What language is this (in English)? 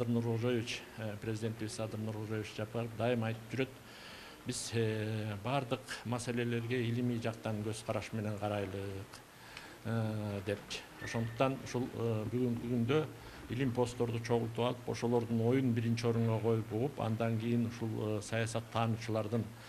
Kyrgyz